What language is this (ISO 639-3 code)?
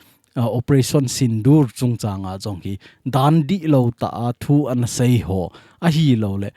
tcz